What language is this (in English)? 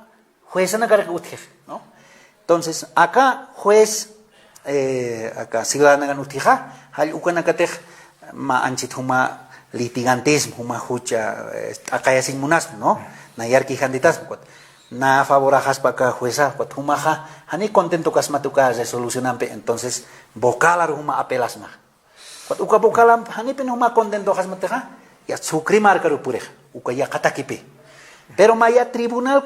Aymara